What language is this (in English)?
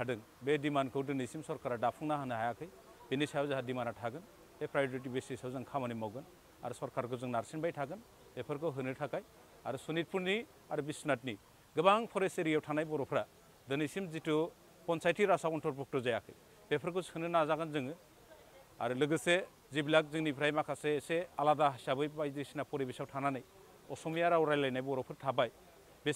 Bodo